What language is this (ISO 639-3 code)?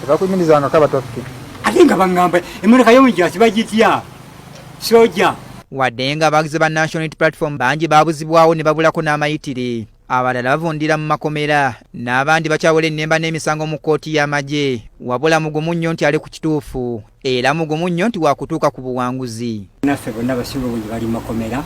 lug